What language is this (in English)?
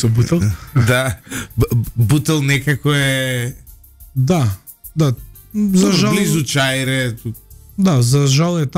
Macedonian